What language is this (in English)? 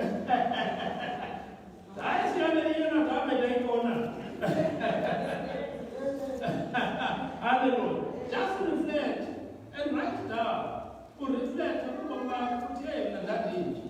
Xhosa